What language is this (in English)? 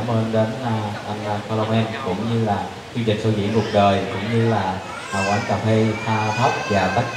Vietnamese